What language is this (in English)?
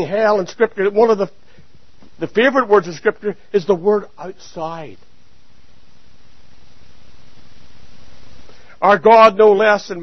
English